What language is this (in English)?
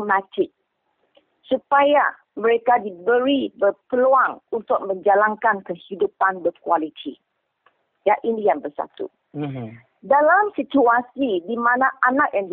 Malay